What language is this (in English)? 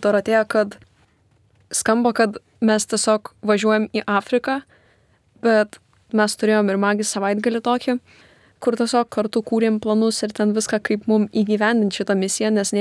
Lithuanian